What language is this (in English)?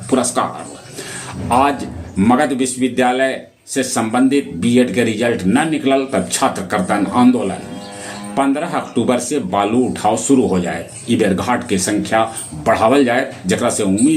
Magahi